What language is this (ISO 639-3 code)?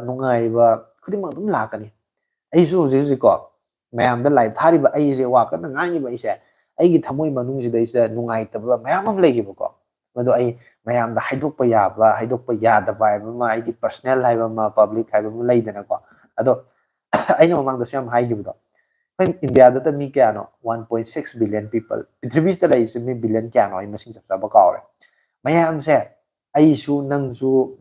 mni